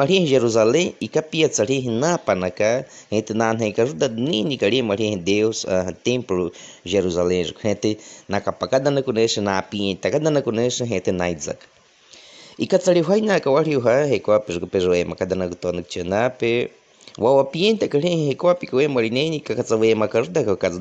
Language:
Baniwa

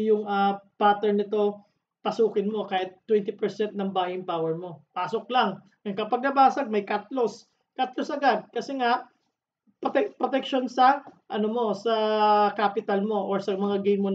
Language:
Filipino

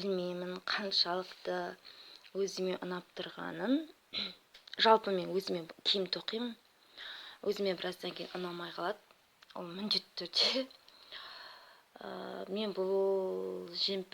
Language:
Kazakh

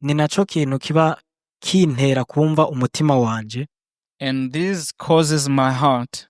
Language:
Rundi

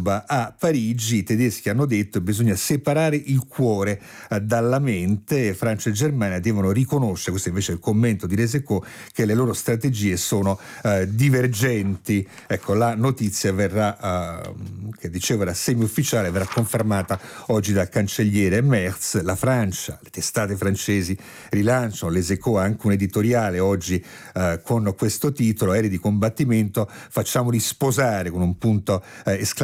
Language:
Italian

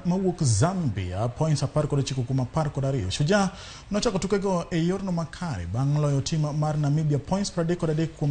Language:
Luo (Kenya and Tanzania)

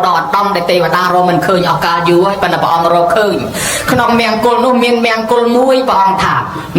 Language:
Khmer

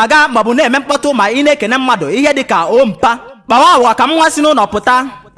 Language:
Igbo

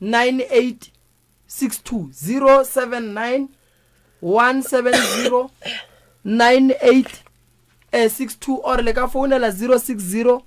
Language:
Northern Sotho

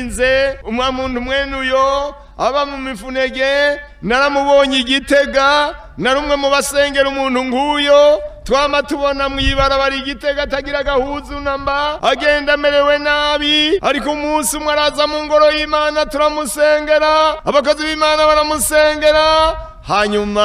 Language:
Rundi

